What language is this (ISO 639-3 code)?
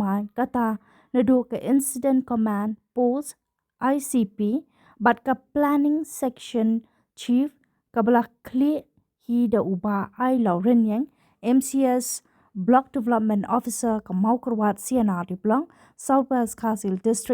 kha